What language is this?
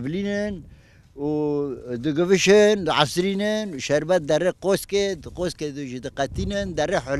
Kurdish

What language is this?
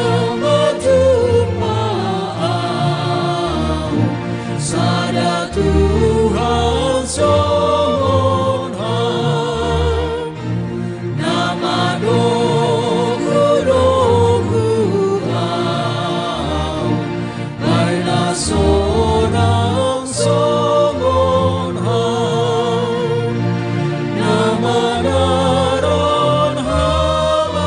Batak Simalungun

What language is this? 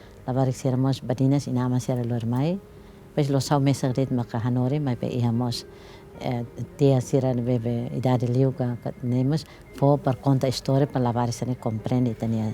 Tetum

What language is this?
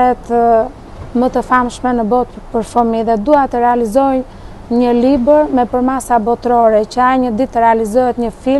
Albanian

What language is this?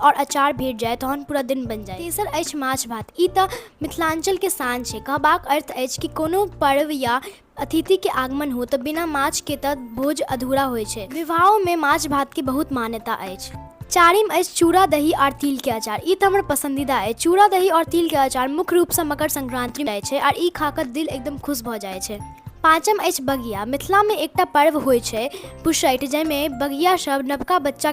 Maithili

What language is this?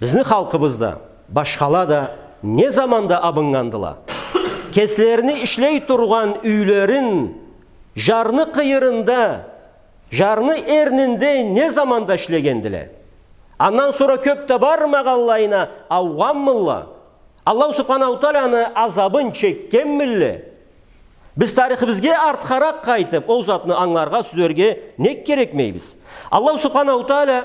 Karachay-Balkar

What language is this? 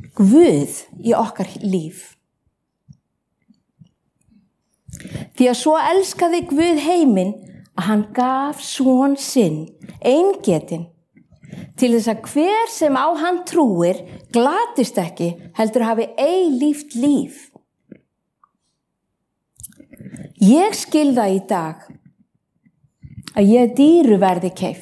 Icelandic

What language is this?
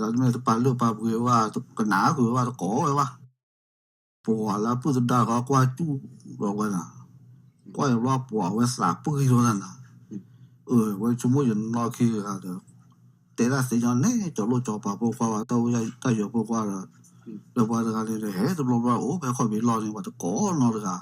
S'gaw Karen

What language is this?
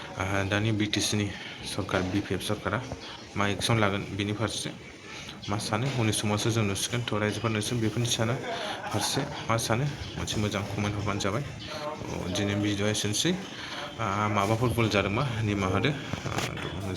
Bodo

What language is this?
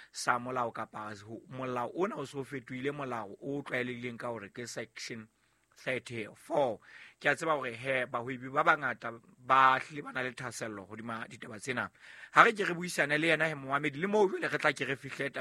Southern Sotho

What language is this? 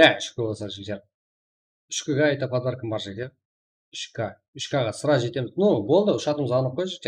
Kara-Kalpak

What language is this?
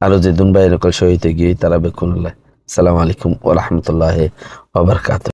Rohingya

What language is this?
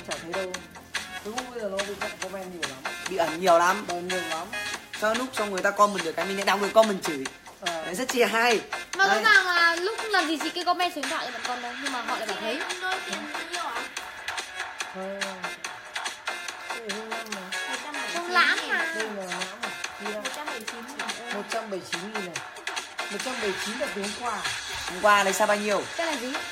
Vietnamese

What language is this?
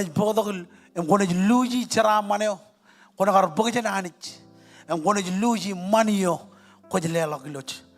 Marshallese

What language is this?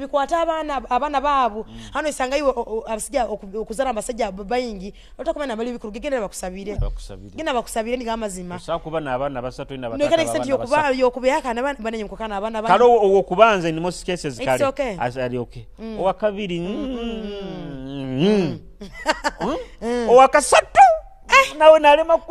Nyoro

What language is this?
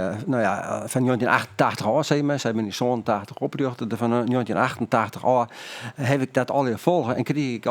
Western Frisian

